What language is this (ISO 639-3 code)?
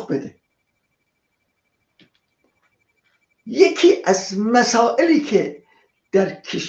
fas